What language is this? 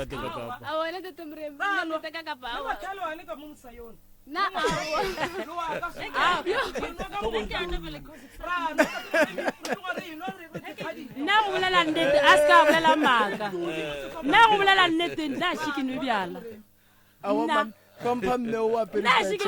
Northern Sotho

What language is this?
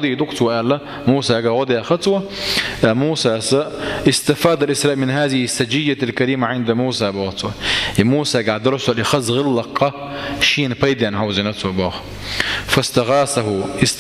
Chechen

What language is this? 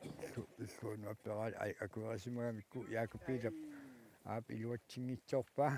Kalaallisut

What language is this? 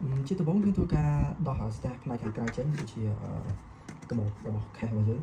Khmer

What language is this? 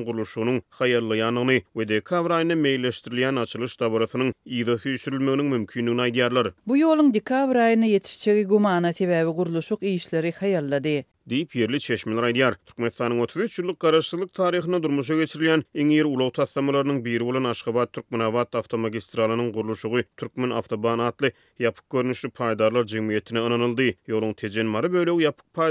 Turkmen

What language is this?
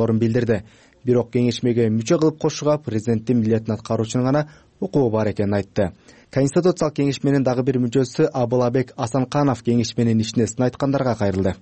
Kyrgyz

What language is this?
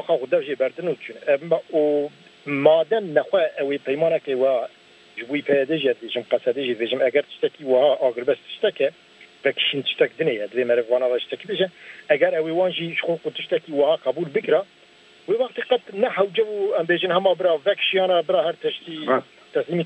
Kurdish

